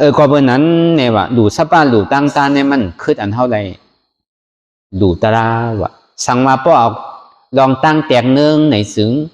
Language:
Shan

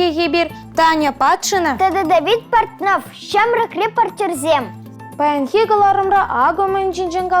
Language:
Chuvash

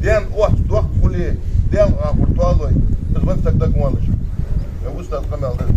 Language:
Ingush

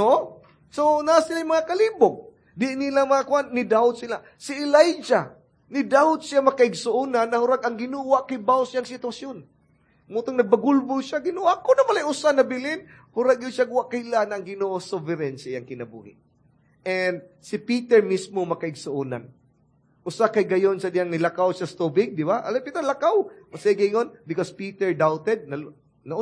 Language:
Cebuano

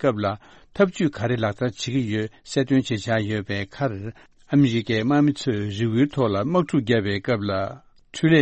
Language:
Tibetan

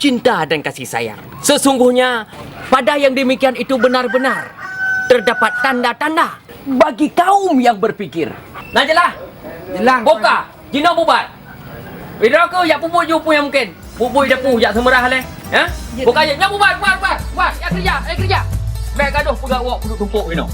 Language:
Achinese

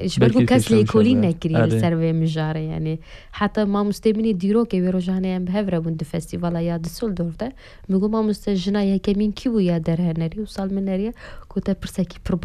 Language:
Kurdish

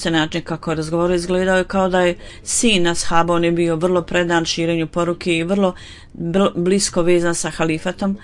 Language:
Bosnian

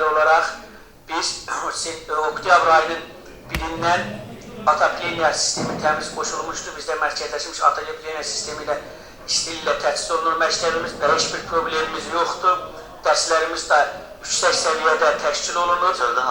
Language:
Azerbaijani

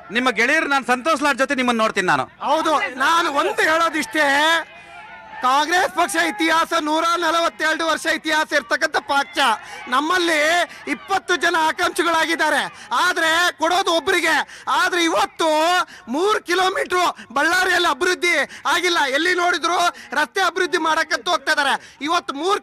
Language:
Kannada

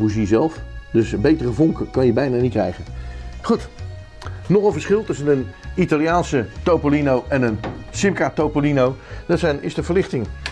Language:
Dutch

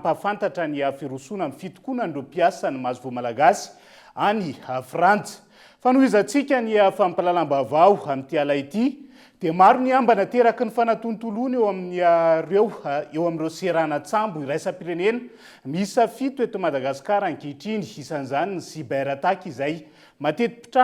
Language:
Malagasy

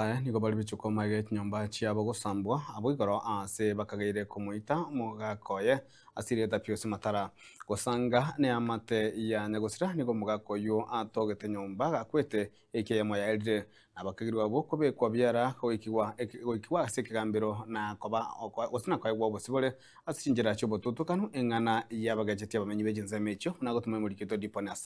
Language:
Gusii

